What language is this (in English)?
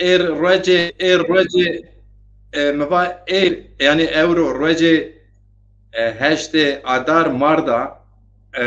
Zaza